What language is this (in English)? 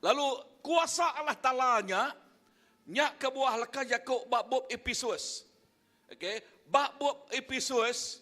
Iban